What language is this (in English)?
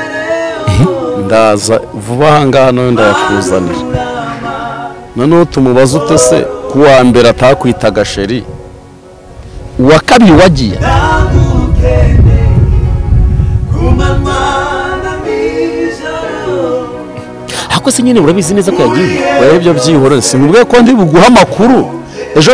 Kinyarwanda